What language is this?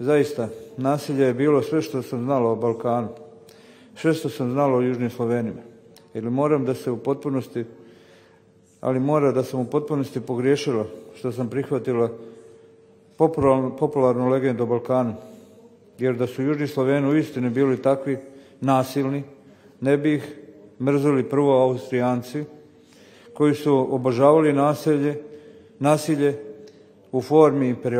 Serbian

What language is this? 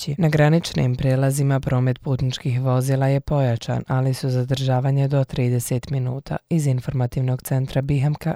Serbian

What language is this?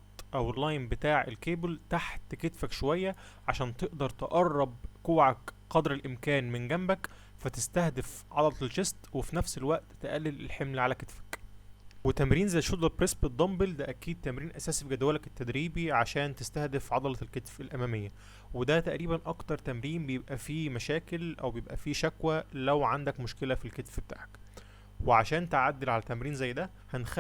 Egyptian Arabic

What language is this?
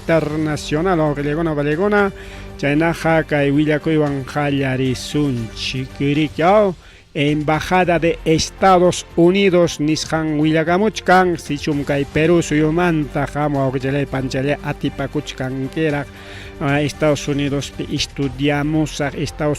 Ayacucho Quechua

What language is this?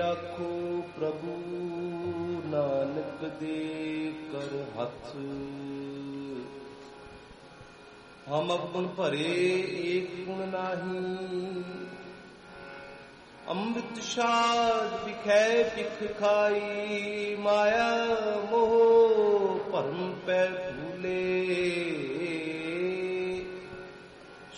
Punjabi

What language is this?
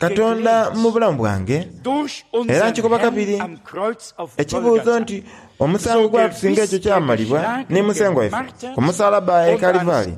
Soga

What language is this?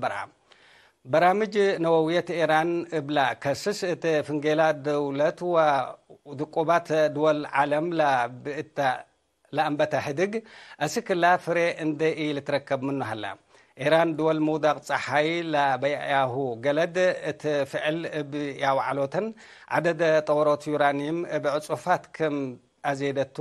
Tigre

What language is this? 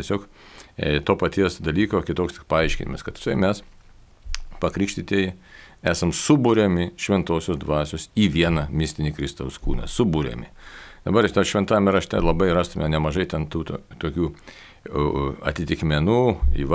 Lithuanian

